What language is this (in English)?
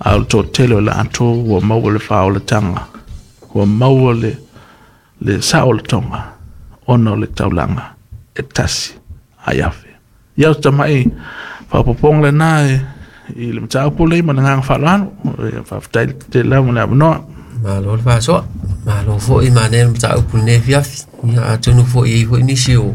Samoan